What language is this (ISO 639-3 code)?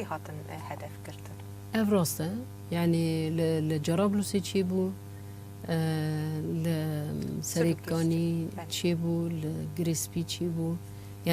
kur